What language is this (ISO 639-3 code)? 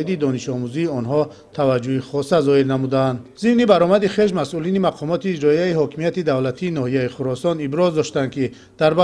tgk